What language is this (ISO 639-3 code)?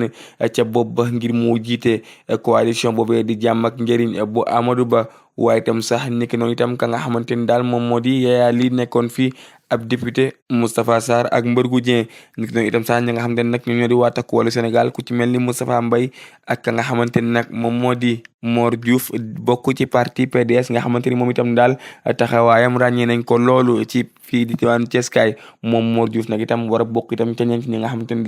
wol